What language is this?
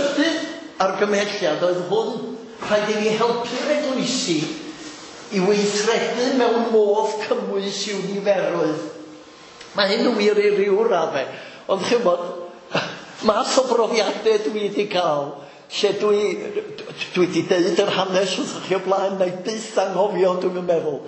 Welsh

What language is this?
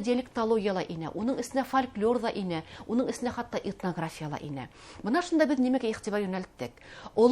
Bashkir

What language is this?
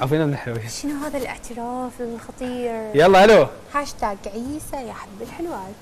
Mesopotamian Arabic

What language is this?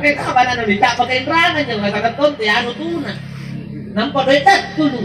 Makasar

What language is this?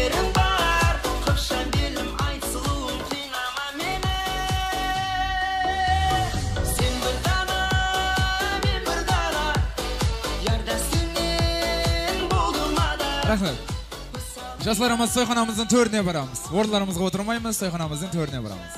Kazakh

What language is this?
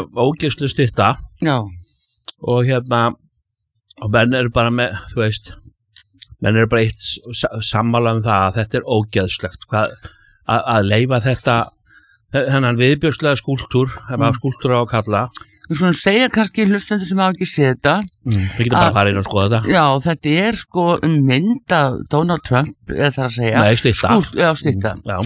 Icelandic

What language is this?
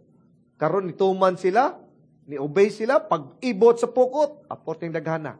Cebuano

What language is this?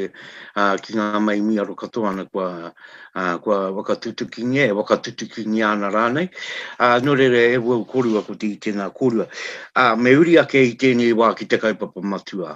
Māori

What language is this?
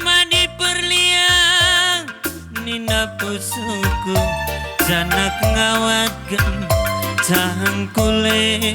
Batak Karo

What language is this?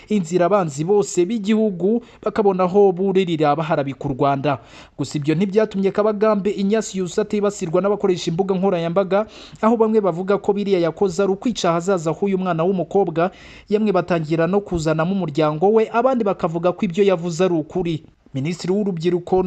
Kinyarwanda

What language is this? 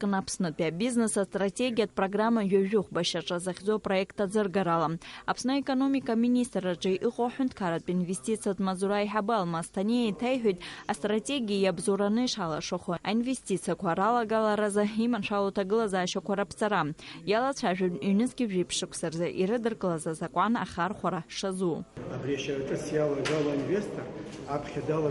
Abkhazian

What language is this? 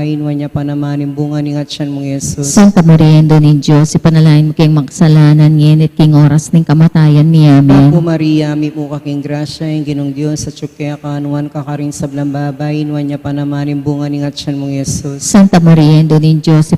Pampanga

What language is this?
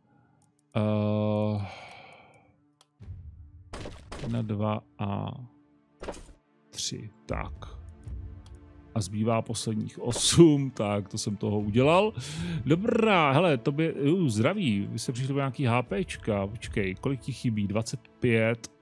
Czech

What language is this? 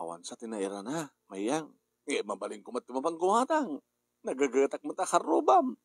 Iloko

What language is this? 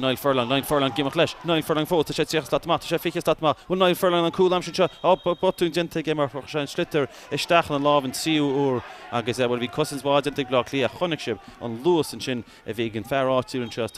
Irish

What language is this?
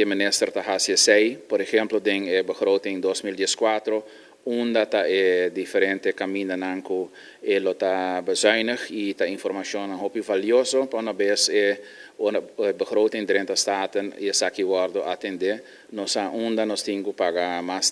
Papiamento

